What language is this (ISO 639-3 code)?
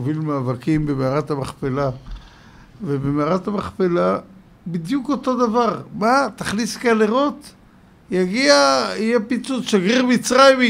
heb